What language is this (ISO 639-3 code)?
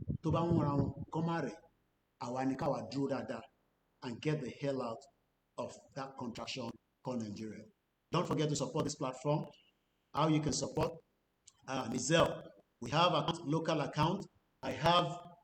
yor